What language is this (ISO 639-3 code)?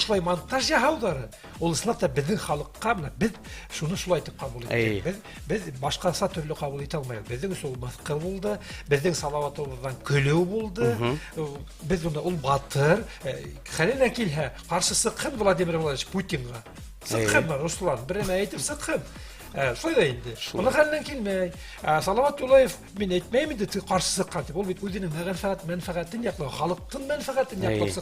bak